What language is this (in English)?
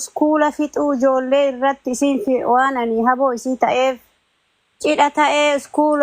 Oromo